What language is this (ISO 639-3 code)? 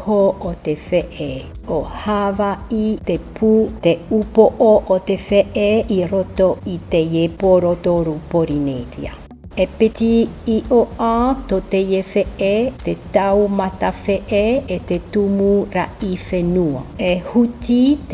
tah